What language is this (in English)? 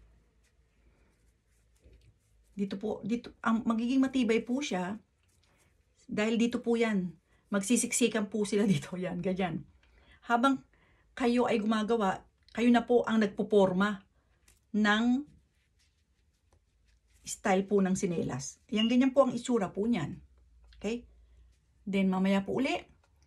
Filipino